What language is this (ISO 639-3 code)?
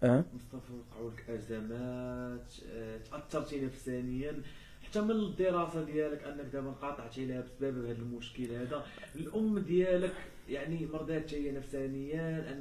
ary